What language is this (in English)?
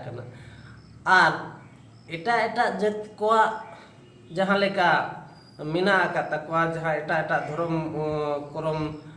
Santali